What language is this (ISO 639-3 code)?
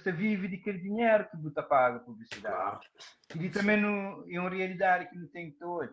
kea